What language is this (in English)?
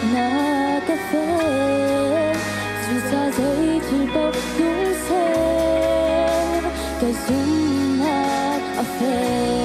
Hakha Chin